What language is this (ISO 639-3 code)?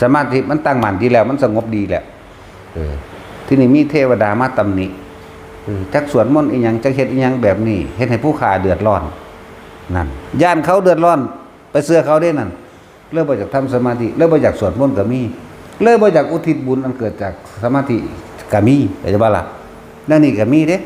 tts